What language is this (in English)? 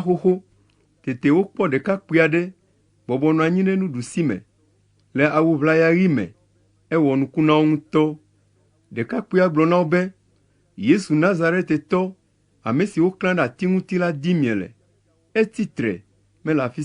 Ewe